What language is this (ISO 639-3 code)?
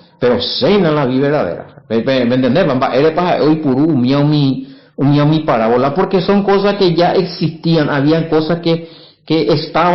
grn